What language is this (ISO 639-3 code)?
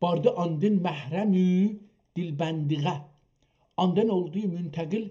azb